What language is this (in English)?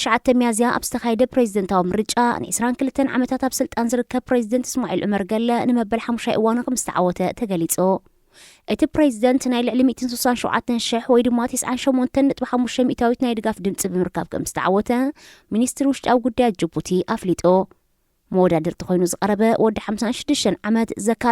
Tigrinya